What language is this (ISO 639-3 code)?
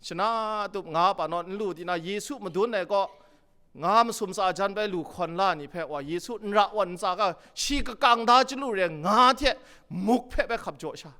kac